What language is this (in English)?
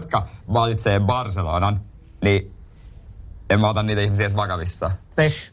Finnish